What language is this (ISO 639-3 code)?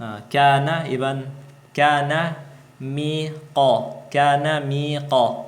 tsg